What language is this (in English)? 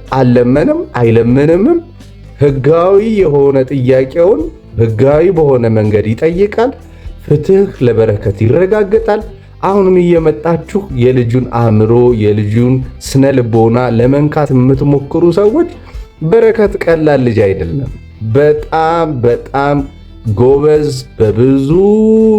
Amharic